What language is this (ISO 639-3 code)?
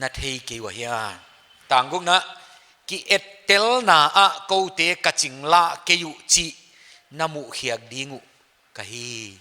pck